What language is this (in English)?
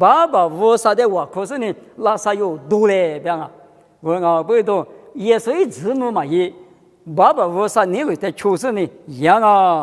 Lisu